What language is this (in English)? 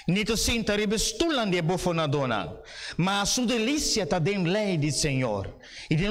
Papiamento